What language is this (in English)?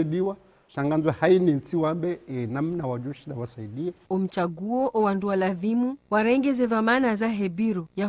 Ngazidja Comorian